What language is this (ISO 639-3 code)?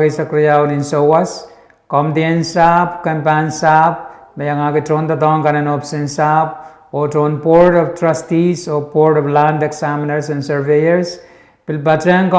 pon